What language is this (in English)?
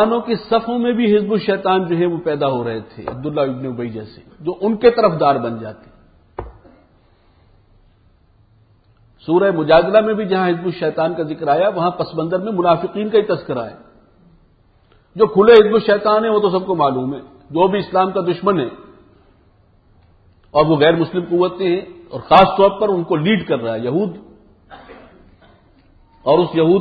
Urdu